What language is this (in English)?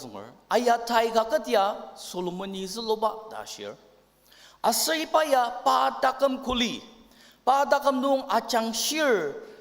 Ao Naga